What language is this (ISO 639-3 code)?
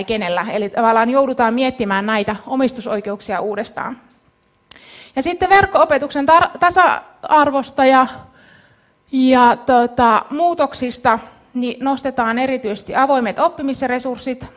fin